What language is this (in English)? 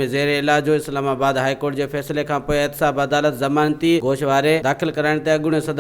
Sindhi